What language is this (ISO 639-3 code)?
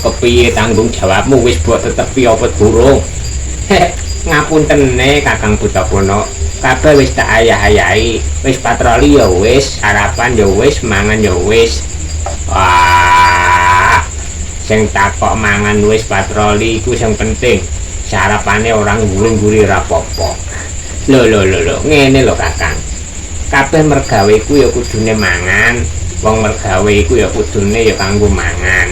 jav